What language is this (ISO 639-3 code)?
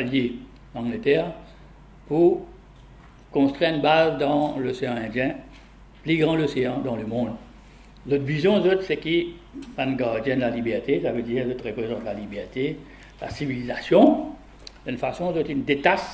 mfe